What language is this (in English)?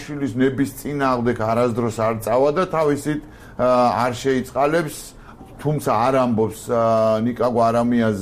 Georgian